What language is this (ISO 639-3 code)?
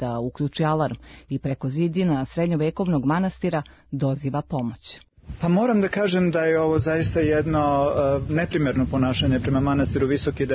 srp